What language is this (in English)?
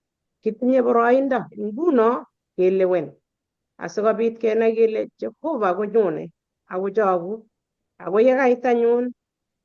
Kalenjin